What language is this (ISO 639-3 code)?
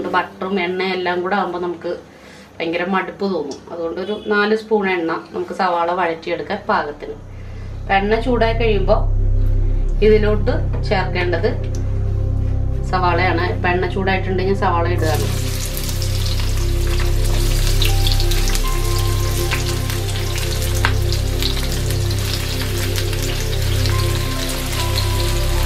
mal